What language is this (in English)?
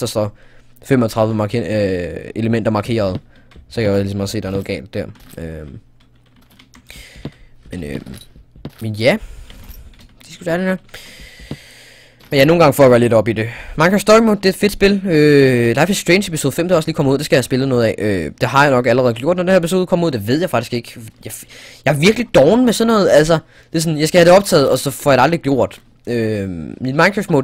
Danish